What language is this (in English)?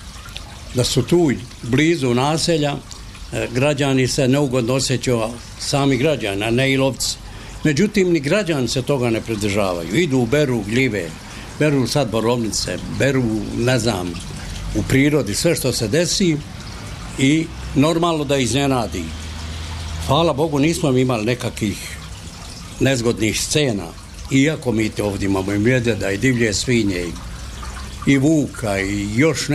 Bosnian